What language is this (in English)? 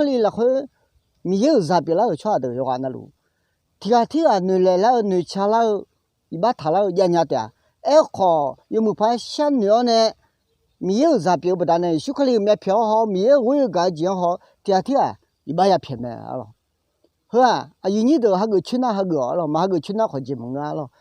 Akha